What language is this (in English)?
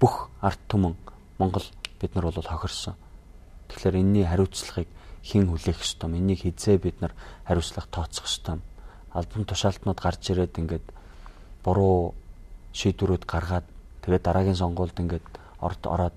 Mongolian